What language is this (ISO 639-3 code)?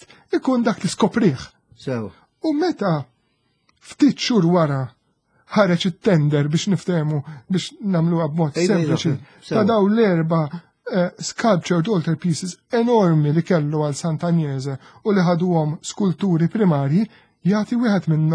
mlt